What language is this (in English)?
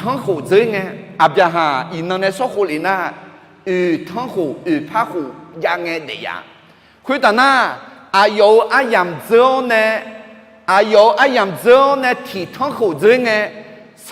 Akha